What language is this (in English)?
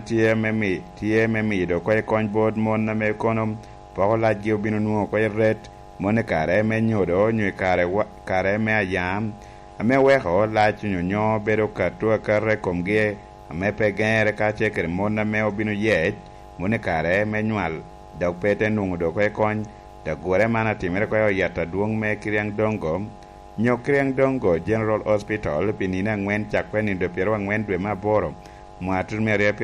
Lango (Uganda)